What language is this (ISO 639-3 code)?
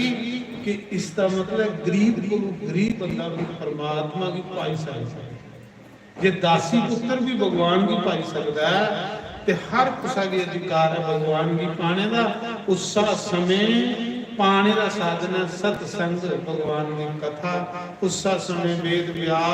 doi